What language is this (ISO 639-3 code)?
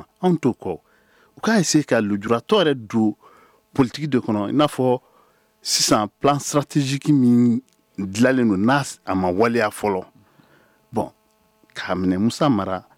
bam